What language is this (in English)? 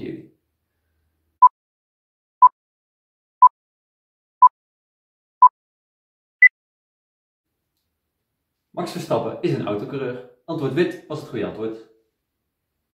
Dutch